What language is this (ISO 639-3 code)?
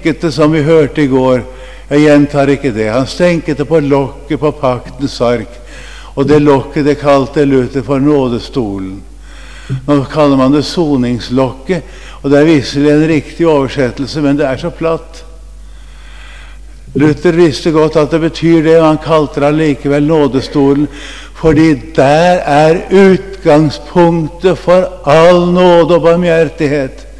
nor